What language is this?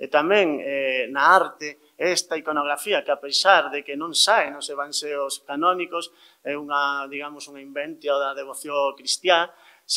Galician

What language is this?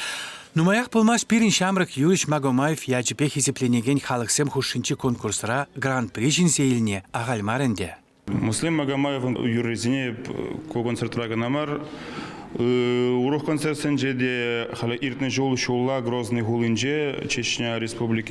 Chuvash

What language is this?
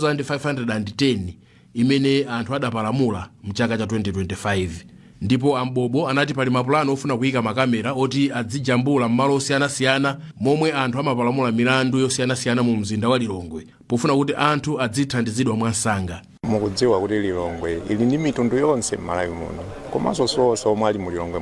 Nyanja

